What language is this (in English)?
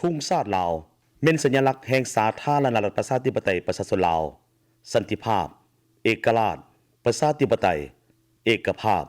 Lao